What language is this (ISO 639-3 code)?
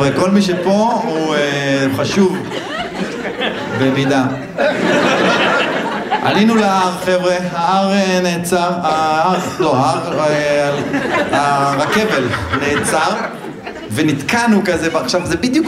heb